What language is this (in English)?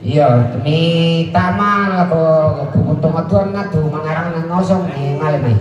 Toraja-Sa'dan